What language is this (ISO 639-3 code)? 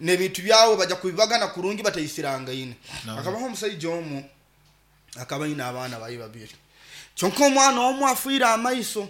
nyo